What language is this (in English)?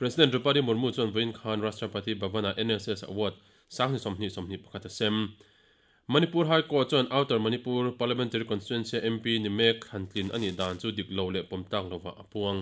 Mizo